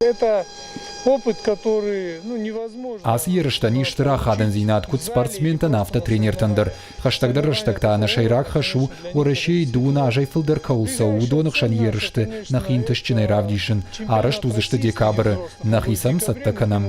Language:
Ossetic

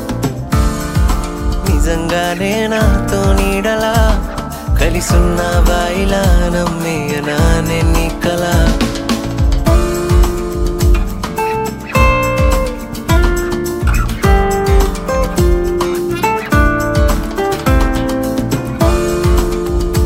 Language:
Telugu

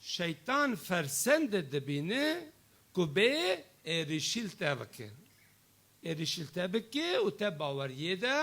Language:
Kurdish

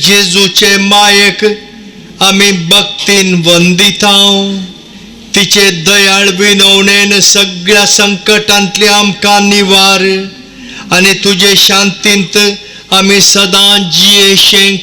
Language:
Konkani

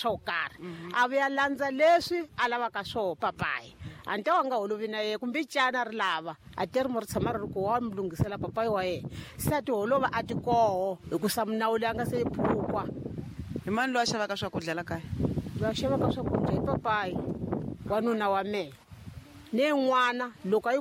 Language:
Tsonga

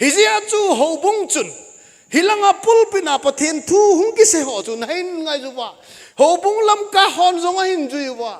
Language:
Thado Chin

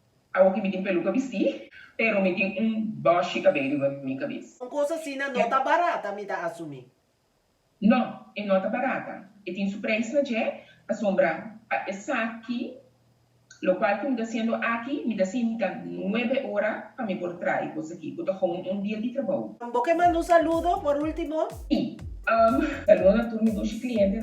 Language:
Papiamento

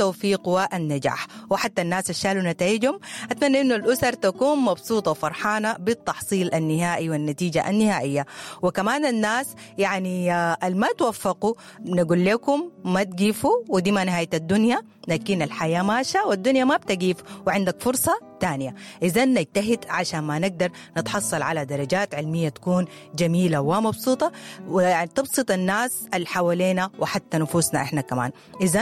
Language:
Sudanese Arabic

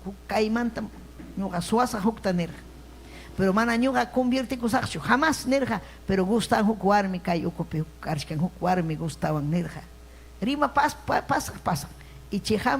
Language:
Ayacucho Quechua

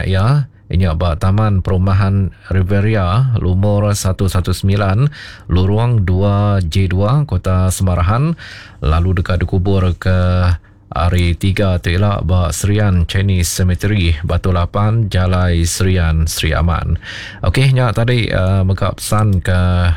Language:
Iban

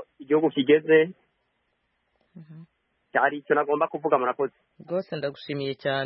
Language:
Kinyarwanda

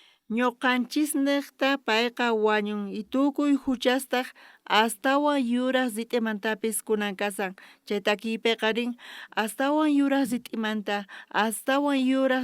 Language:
South Bolivian Quechua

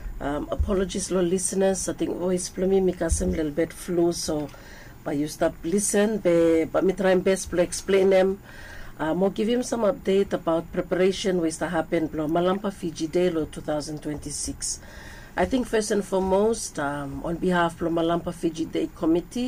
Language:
Bislama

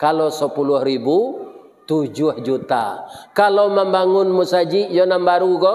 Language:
Minangkabau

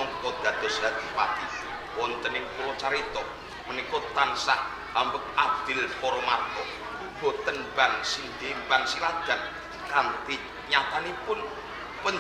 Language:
Javanese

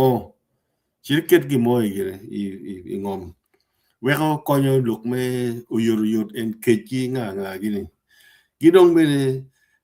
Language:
Acoli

